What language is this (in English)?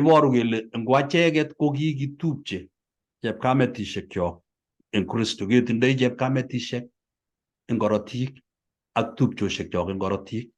Kalenjin